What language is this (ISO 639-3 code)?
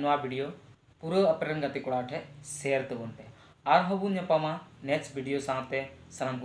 sat